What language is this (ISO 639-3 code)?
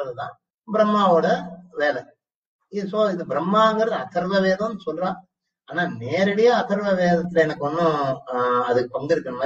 tam